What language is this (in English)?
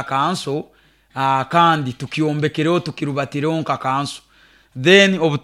Nyoro